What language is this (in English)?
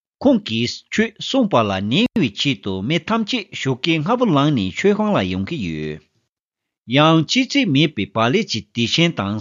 Tibetan